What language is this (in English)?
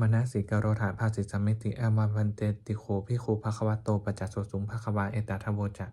Pali